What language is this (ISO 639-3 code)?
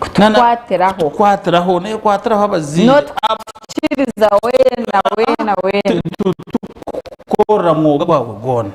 nyn